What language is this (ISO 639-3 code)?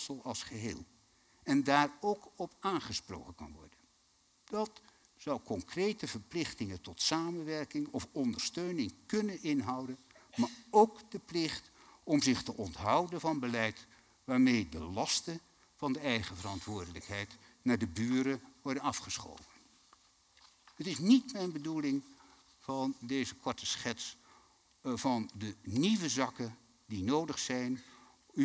nld